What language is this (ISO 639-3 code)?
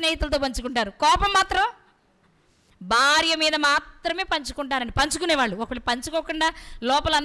tel